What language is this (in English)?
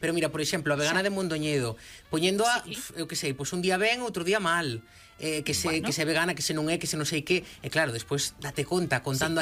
Galician